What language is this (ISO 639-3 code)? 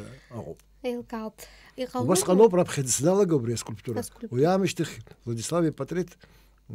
abk